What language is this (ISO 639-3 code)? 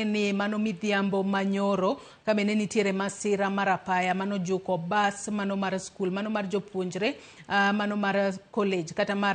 luo